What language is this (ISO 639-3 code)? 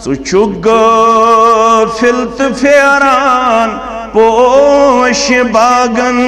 kas